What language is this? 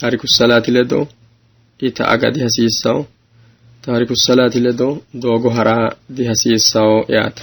Sidamo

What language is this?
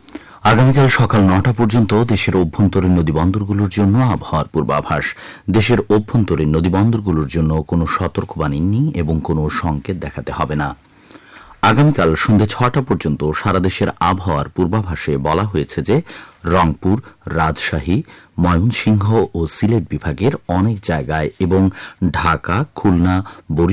Bangla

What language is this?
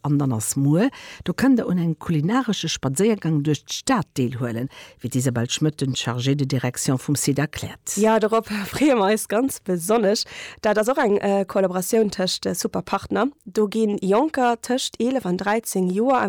Luxembourgish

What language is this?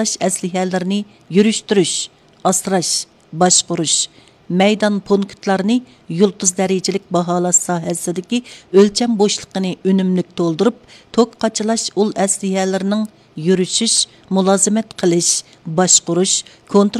Uyghur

